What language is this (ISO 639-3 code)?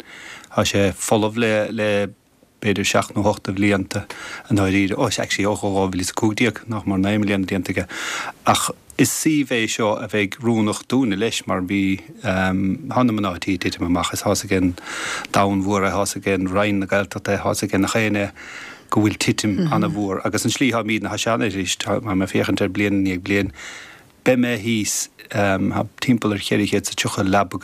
gle